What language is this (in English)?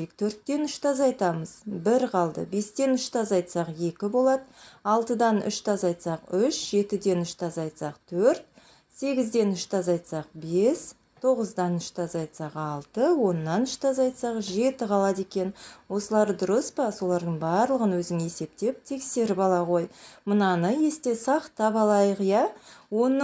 Kazakh